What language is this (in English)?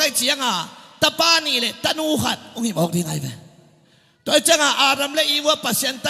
Tedim Chin